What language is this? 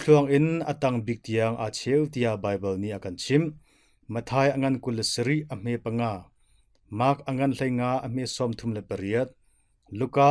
Hakha Chin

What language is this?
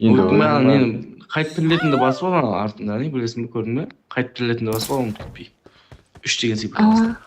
Kara-Kalpak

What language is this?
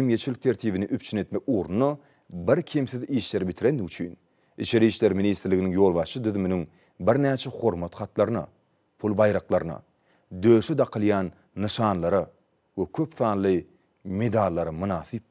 Turkmen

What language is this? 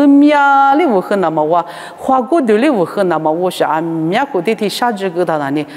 Lisu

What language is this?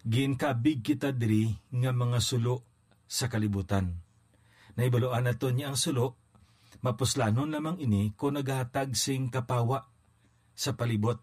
Hiligaynon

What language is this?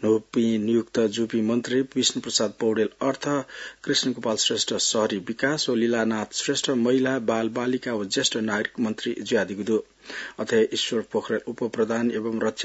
Newari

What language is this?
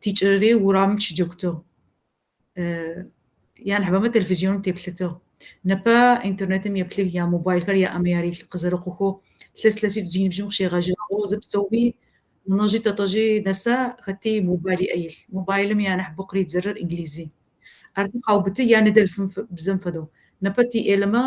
Kabardian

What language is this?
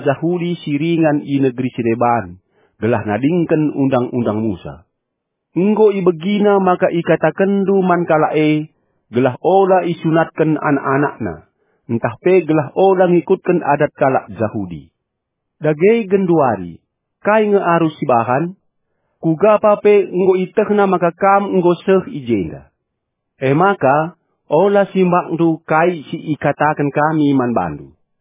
Batak Karo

